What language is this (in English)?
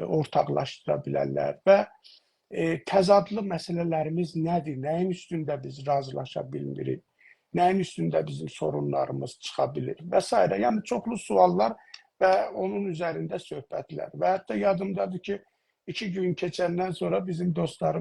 South Azerbaijani